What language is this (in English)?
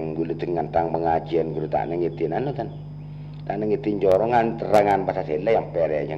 Madurese